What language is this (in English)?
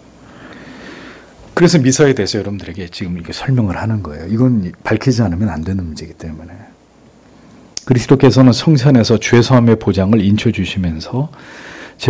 Korean